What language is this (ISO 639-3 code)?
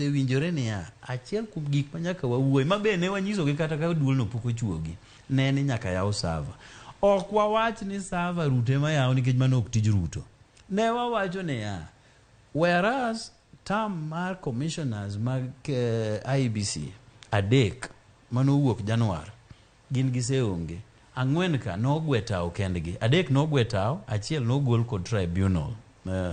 luo